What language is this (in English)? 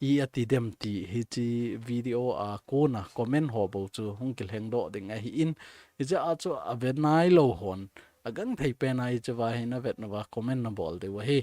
Thado Chin